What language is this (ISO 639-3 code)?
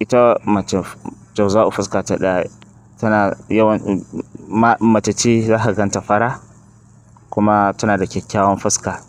hau